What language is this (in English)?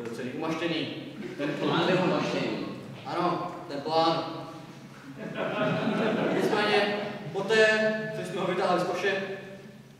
Czech